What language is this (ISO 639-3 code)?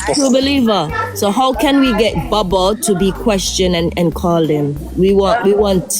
jam